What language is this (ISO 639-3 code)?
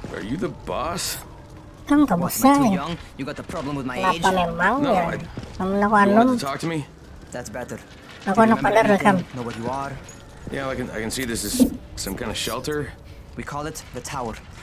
bjn